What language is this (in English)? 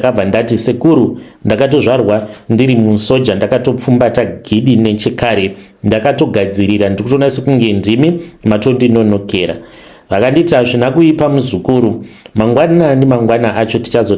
Shona